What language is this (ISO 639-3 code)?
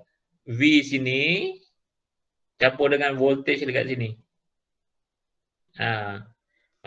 msa